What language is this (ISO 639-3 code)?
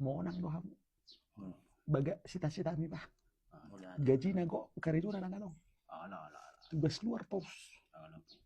bbc